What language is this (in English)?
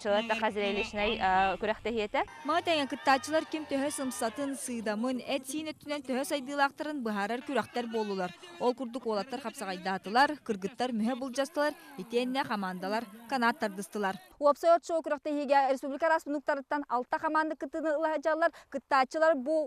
Yakut